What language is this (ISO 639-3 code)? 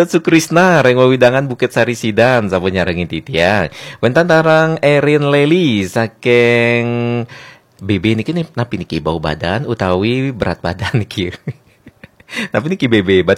ban